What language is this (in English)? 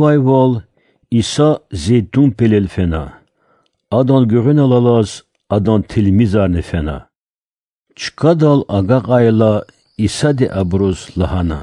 Lezghian